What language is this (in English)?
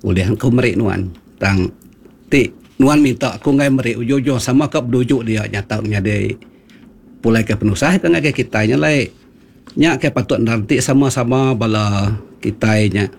Iban